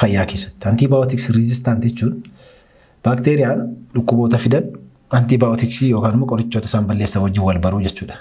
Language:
Oromo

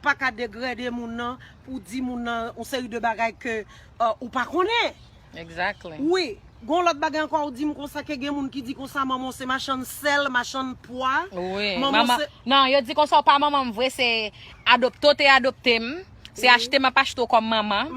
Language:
Haitian Creole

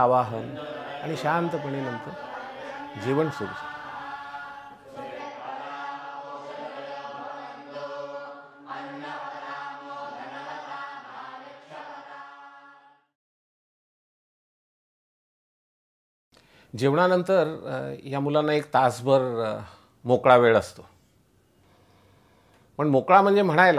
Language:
Marathi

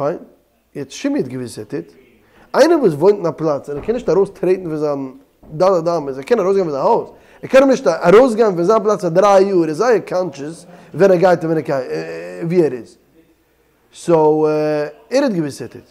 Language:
Yiddish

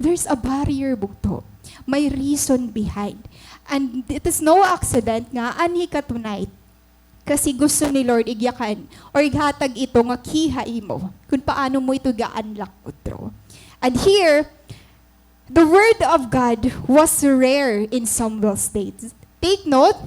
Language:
Waray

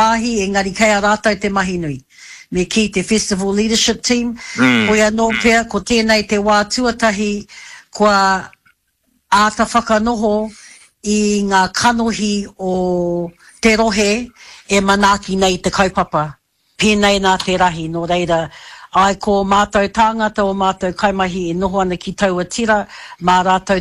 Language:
Māori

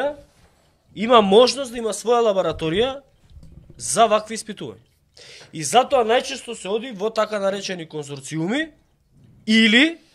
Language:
Macedonian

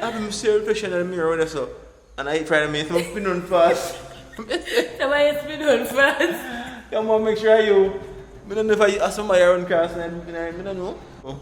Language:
Jamaican Creole English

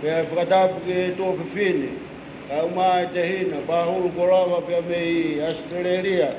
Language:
Tongan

